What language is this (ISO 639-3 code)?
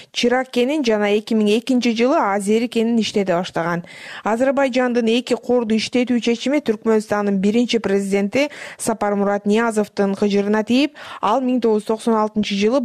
kir